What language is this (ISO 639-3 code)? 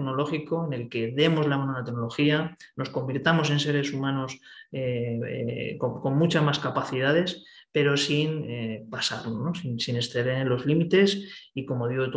spa